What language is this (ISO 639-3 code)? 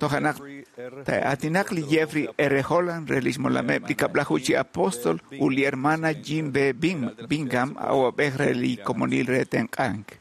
kek